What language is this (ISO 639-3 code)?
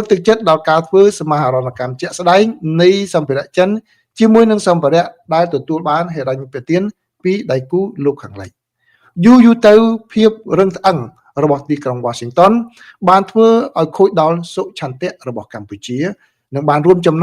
khm